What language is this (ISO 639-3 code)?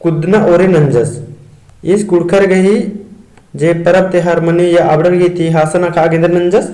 kru